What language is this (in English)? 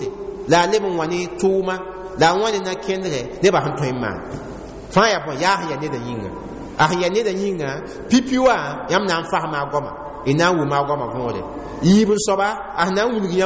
Mossi